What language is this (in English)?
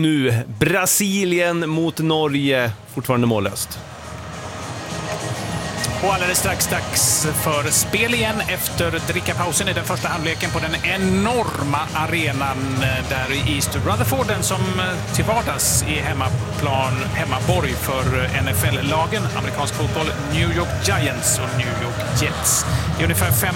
Swedish